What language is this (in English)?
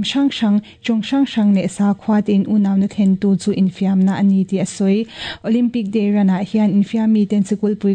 Mizo